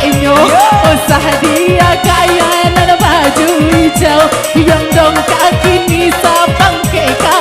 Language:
Minangkabau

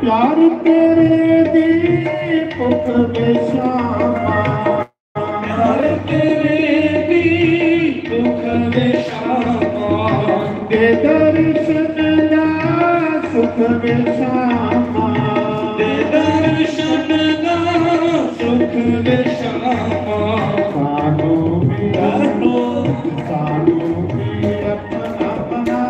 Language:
Dogri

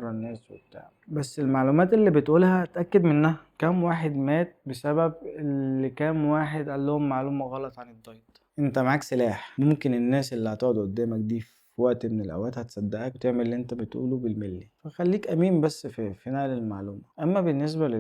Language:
Egyptian Arabic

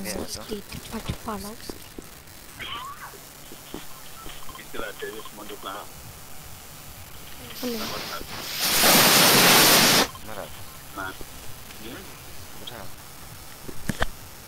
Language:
Romanian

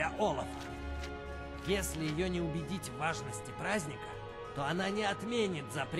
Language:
Russian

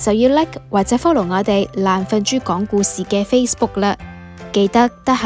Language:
Cantonese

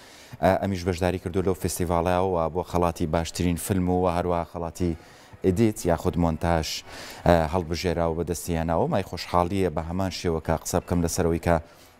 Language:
Central Kurdish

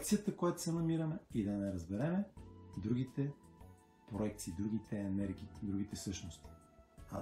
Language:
Bulgarian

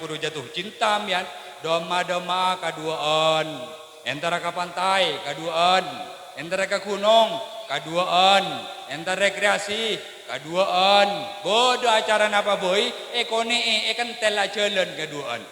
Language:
Madurese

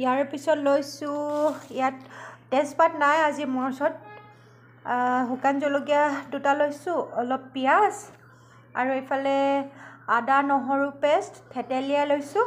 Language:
Assamese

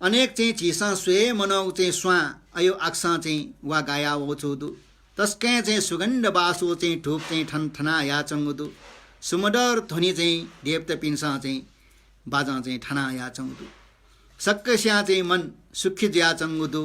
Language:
Newari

